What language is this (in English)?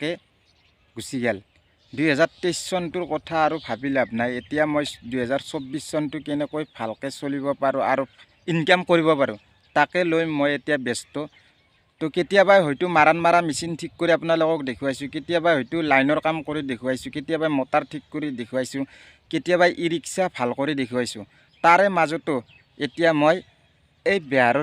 Assamese